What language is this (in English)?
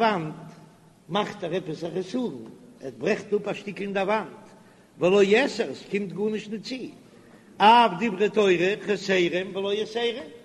Yiddish